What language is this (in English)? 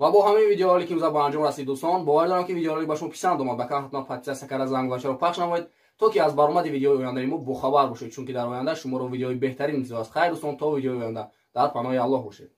Tajik